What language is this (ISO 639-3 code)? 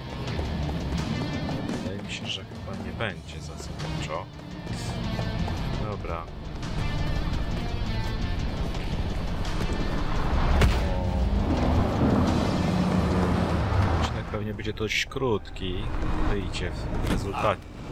pol